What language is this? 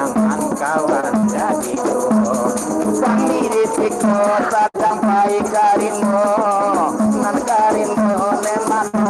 Minangkabau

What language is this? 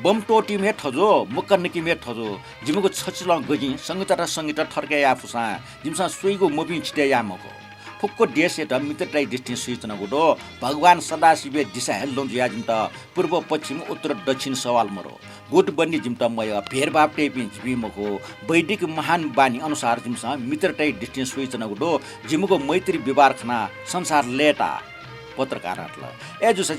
Newari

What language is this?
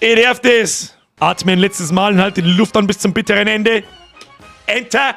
Bavarian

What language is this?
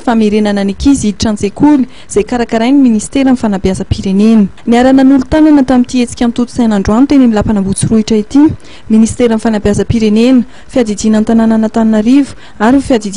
Malagasy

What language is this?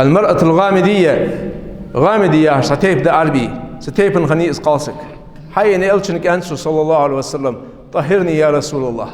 Ingush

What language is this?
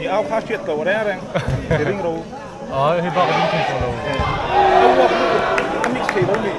Mizo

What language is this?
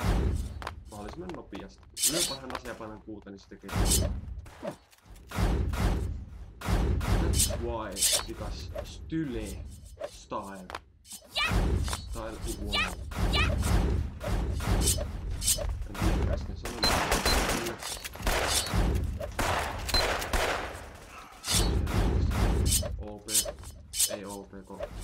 Finnish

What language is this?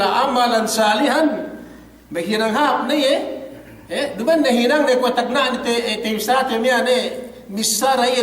Yakan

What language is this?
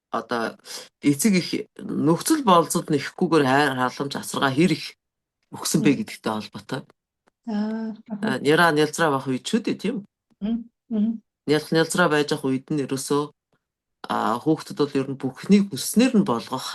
Mongolian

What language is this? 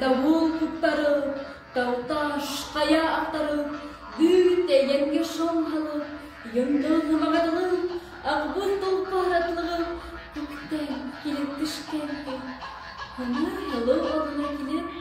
Bashkir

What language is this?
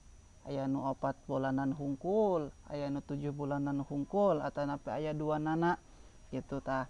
Sundanese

